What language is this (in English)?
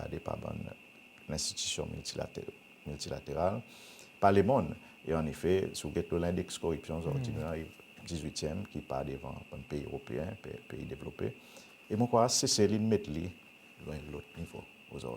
Seselwa Creole French